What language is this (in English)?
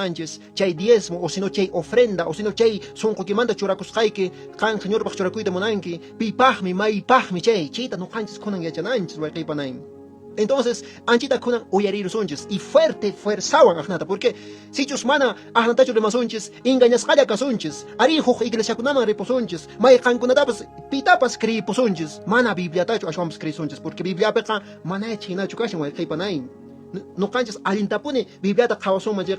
Quechua